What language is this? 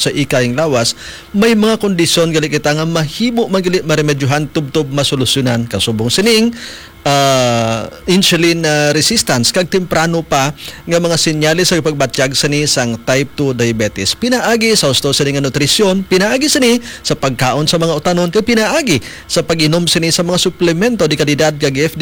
Hiligaynon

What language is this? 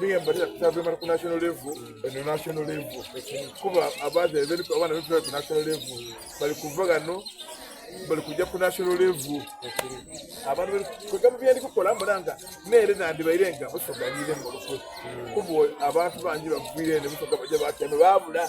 Soga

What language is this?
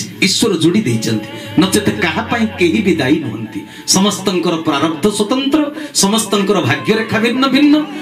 Odia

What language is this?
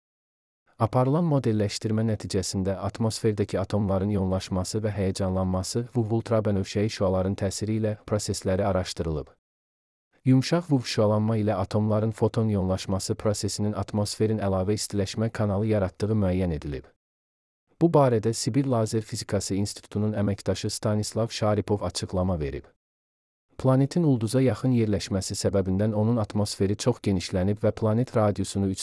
Azerbaijani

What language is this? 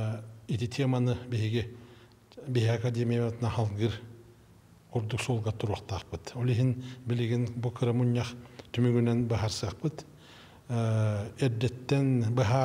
Yakut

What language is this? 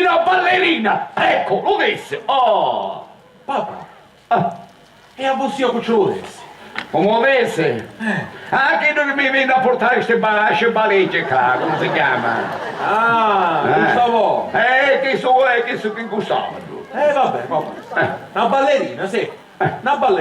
Sicilian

